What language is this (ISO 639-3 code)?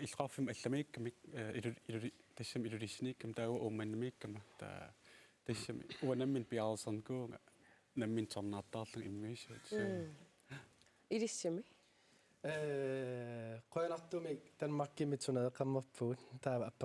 kal